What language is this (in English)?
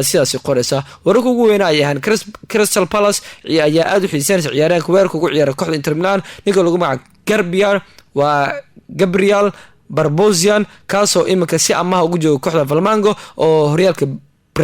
Somali